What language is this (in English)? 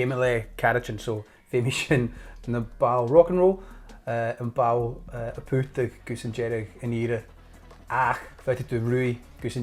Scottish Gaelic